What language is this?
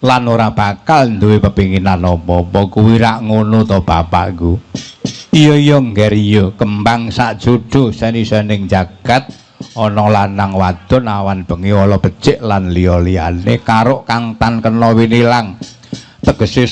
Javanese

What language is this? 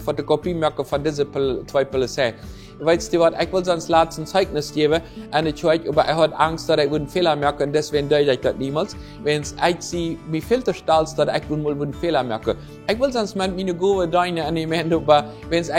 Plautdietsch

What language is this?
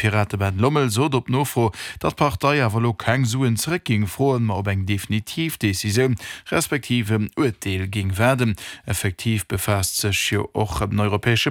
Luxembourgish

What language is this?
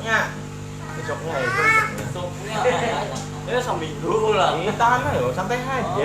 Banjar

